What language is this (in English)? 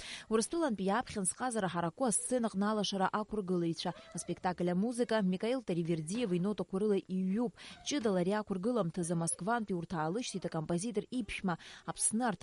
Abkhazian